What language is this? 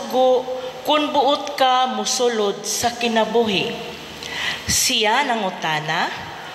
Cebuano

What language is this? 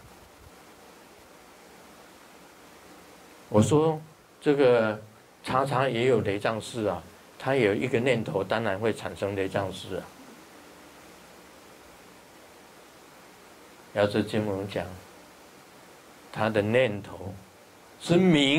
Chinese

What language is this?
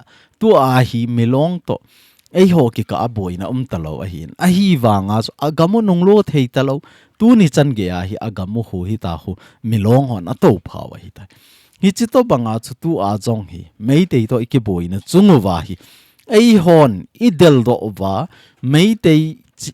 Thado Chin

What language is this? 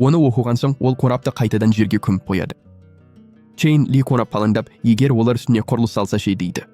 Kazakh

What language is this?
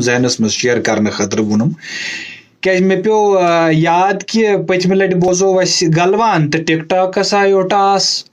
Kashmiri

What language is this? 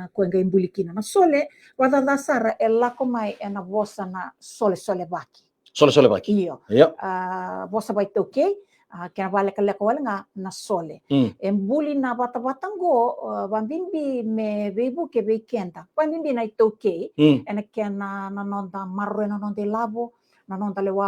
Fijian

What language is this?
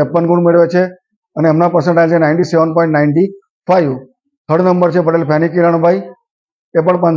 Gujarati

